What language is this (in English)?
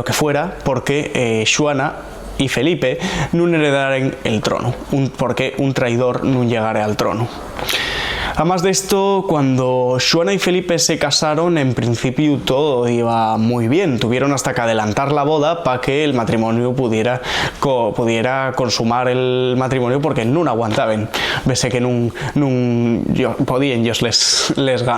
Asturian